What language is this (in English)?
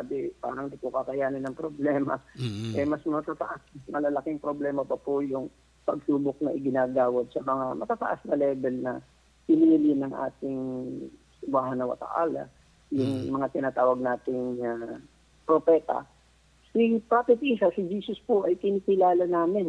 Filipino